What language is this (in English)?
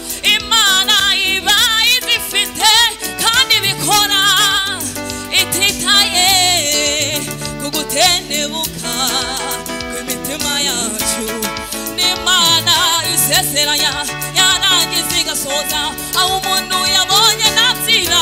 Kinyarwanda